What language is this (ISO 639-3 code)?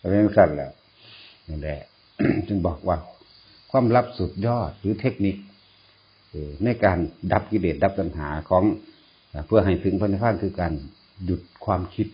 tts